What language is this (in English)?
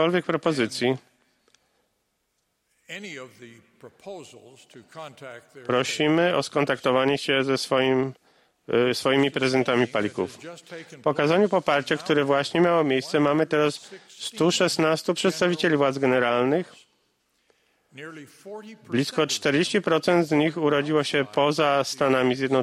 Polish